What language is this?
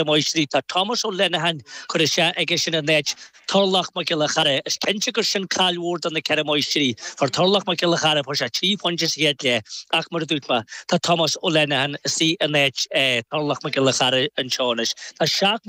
Irish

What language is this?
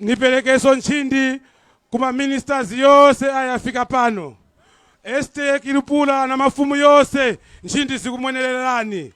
Nyanja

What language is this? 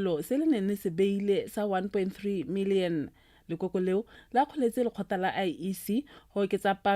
Tswana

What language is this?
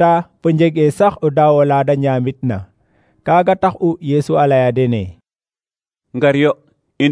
Serer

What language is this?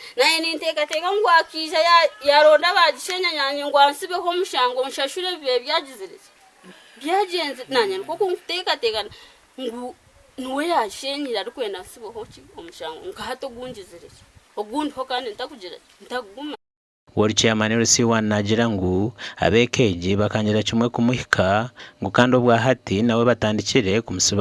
Nyankole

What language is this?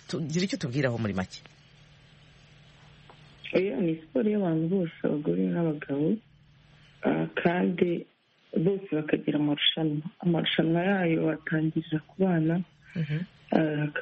Kinyarwanda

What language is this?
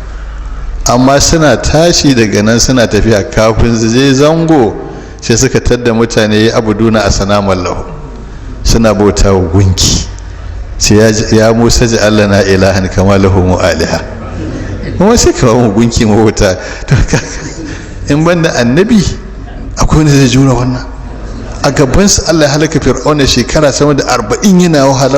Hausa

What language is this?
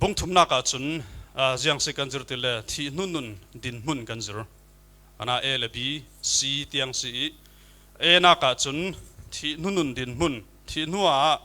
Falam Chin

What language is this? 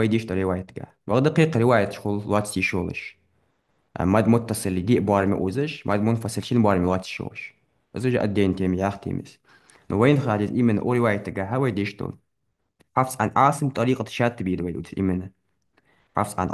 Ingush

